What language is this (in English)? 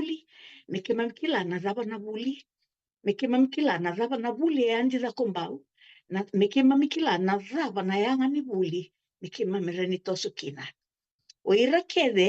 Fijian